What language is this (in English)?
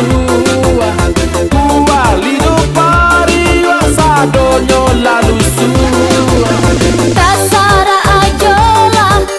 Minangkabau